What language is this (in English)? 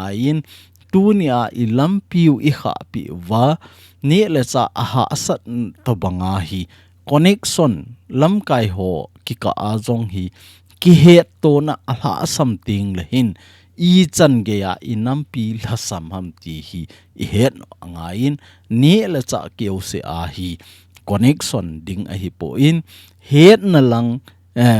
Thado Chin